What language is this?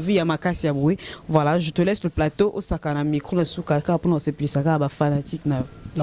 Lingala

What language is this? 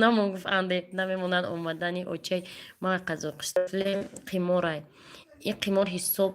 Tajik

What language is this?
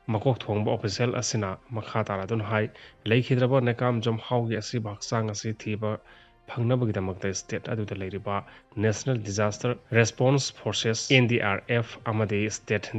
Manipuri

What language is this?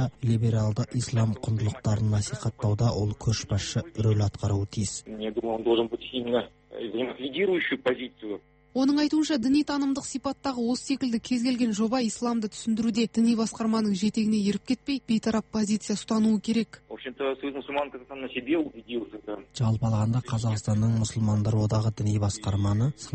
Kazakh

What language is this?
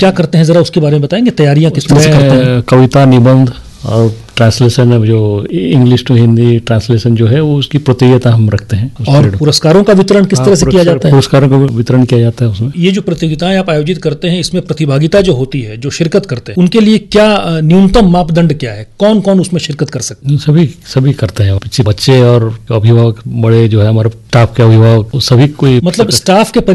Hindi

